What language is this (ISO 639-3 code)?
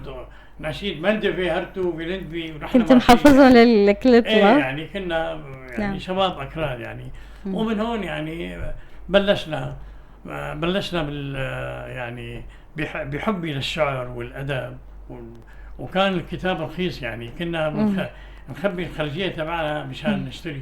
apc